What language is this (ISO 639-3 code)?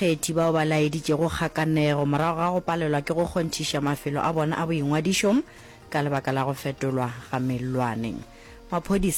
nso